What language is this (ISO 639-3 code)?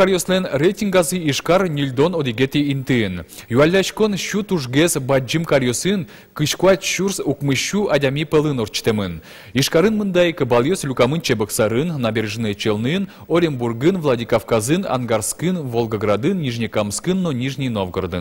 udm